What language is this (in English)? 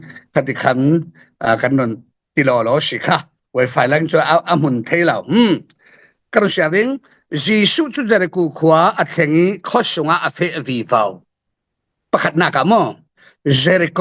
Falam Chin